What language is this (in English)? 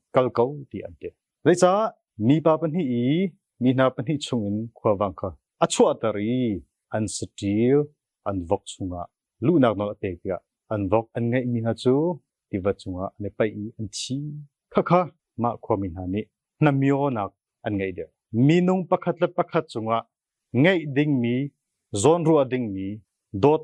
Hakha Chin